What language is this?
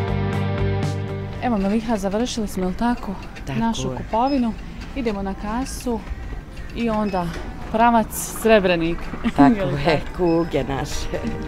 Bosnian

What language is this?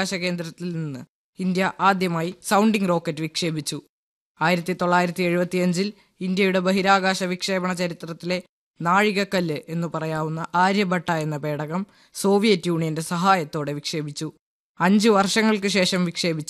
Malayalam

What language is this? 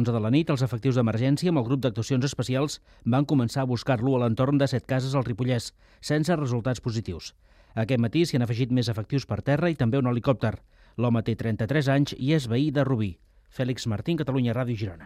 Catalan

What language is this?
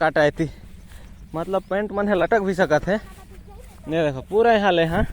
Chhattisgarhi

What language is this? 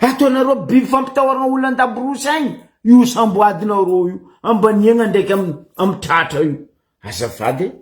Malagasy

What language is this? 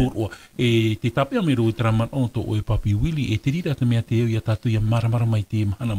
Tahitian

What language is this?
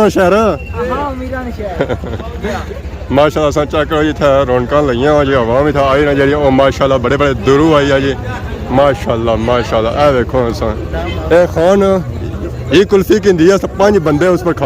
Pahari-Potwari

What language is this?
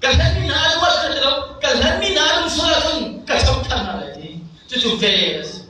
Hakha Chin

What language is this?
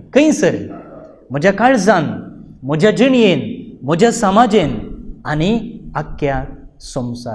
Konkani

